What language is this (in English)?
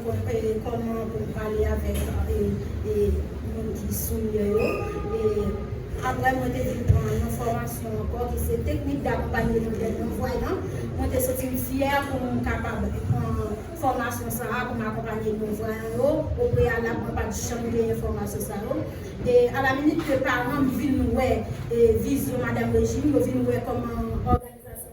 Haitian Creole